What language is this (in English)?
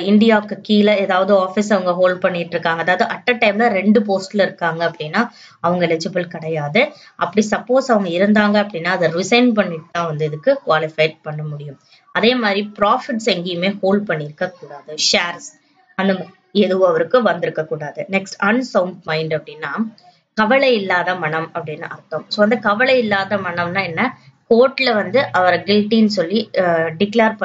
Tamil